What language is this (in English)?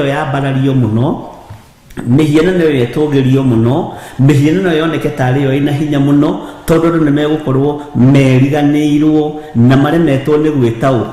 Kikuyu